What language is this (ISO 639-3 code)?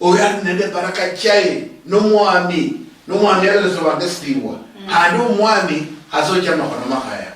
luy